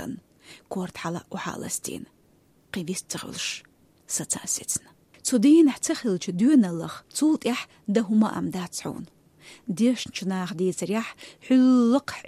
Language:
Chechen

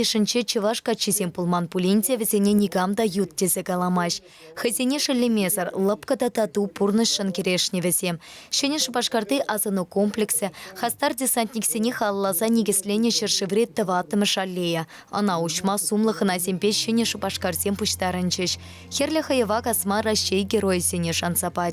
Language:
Chuvash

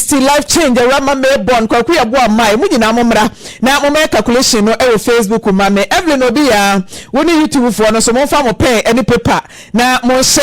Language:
Akan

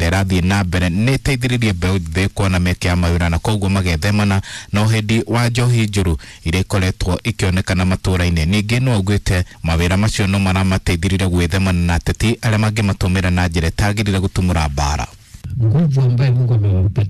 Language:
Kikuyu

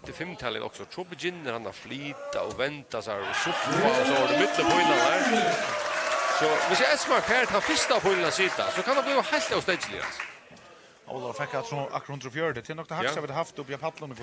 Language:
Faroese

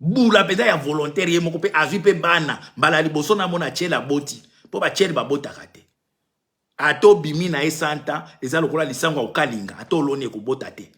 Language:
Lingala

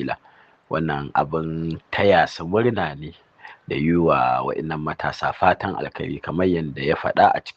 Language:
Hausa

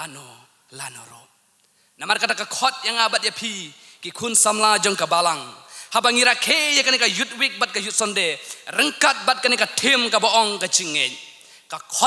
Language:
Khasi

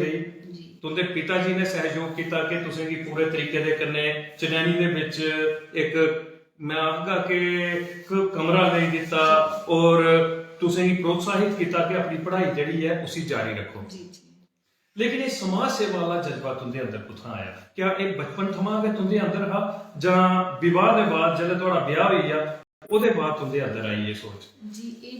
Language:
Dogri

